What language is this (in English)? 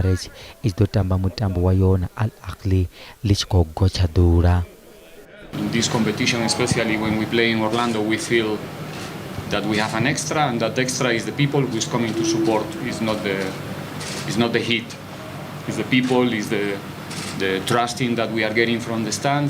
Venda